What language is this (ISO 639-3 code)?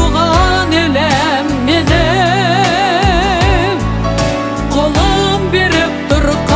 kaz